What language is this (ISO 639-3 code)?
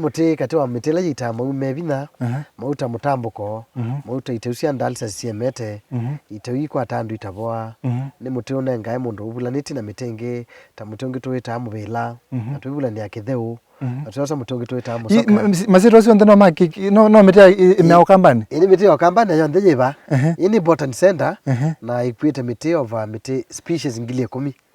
kam